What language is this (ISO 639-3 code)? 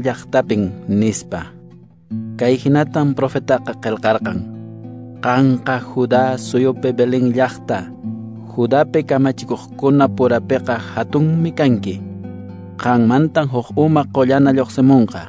que